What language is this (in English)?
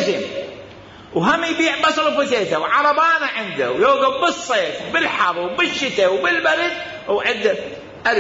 Mesopotamian Arabic